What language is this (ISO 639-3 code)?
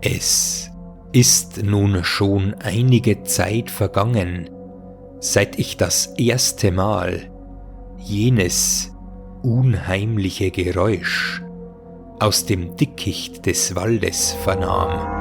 bar